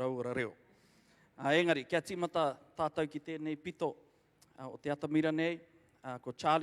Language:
Māori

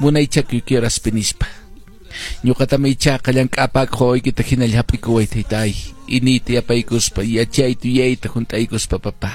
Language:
Quechua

